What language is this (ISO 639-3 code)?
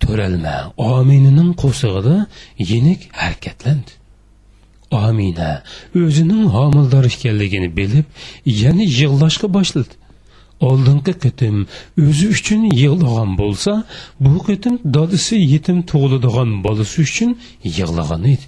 uig